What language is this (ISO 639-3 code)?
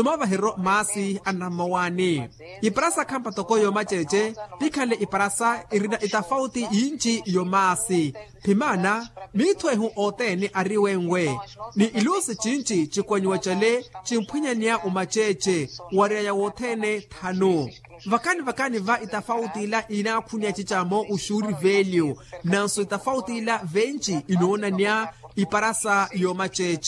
vmw